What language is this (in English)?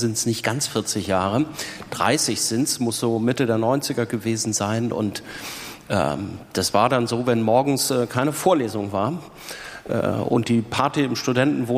German